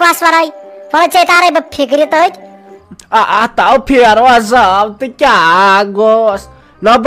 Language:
Kashmiri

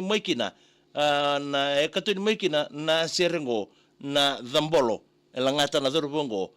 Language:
Fijian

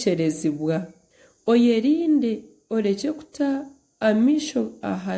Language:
Nyankole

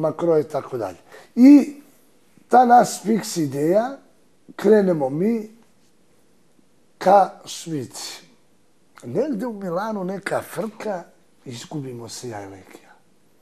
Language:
Serbian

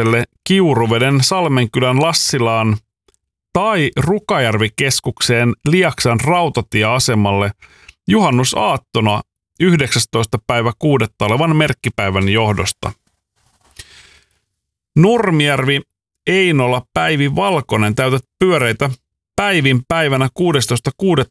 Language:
Finnish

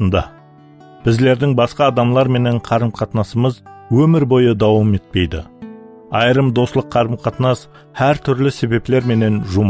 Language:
Kara-Kalpak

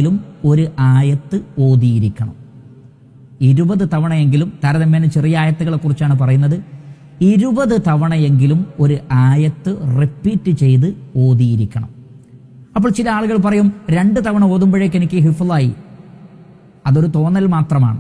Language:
Malayalam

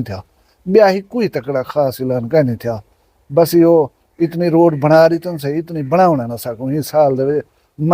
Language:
Saraiki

